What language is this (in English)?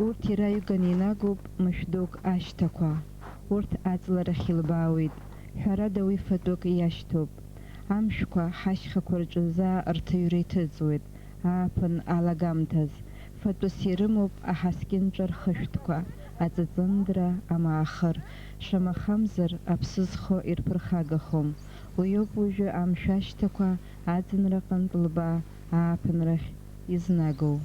Abkhazian